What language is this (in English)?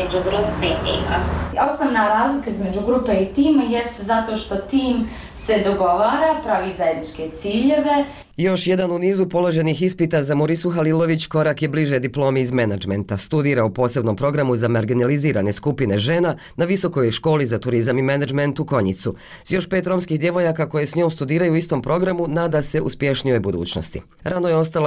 Bosnian